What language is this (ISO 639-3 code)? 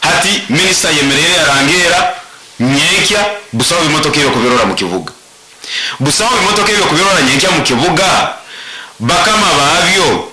nyo